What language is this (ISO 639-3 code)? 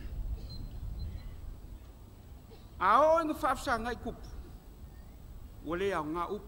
smo